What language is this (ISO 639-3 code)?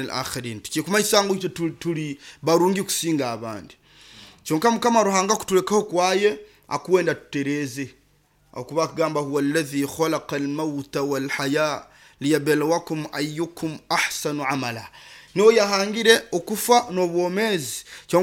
nyo